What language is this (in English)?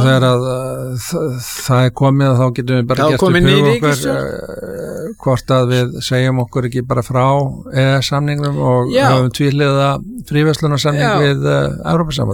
Icelandic